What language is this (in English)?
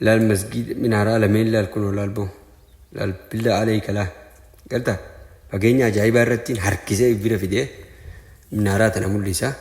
Oromo